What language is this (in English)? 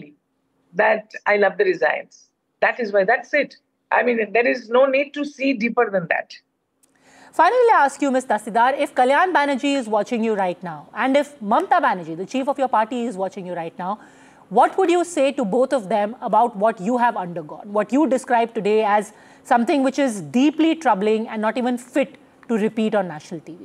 English